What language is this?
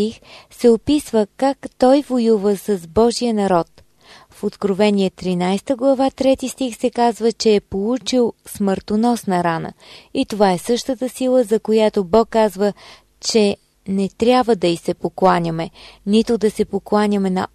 Bulgarian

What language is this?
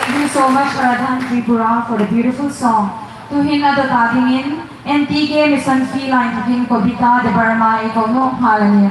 Hmar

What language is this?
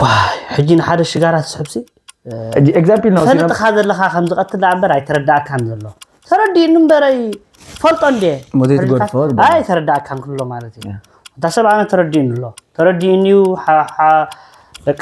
Tigrinya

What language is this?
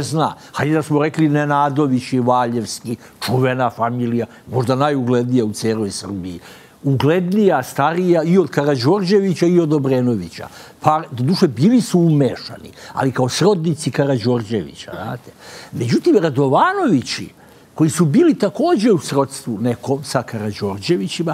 Serbian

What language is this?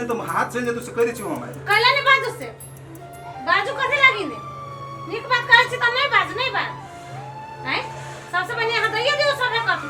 Maithili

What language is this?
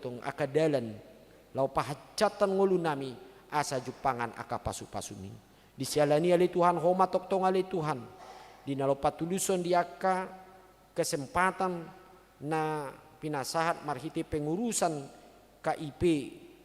Batak Toba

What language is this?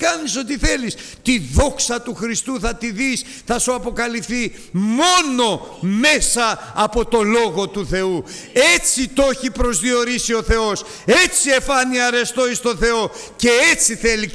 Greek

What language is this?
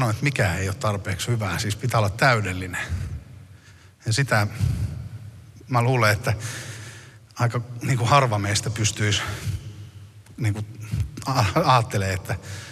Finnish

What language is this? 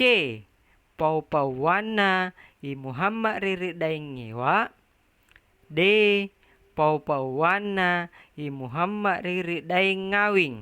Makasar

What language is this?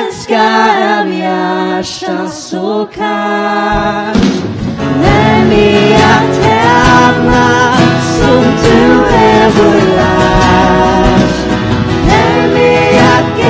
Faroese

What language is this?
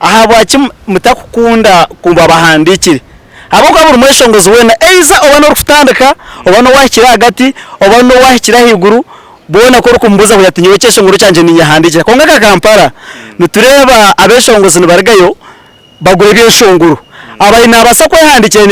Nyankole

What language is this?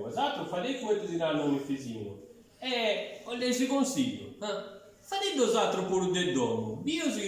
Sardinian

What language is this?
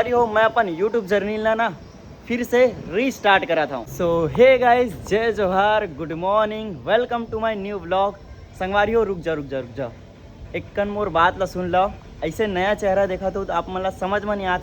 Chhattisgarhi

